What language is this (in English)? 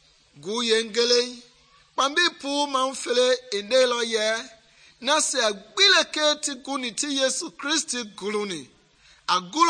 Mende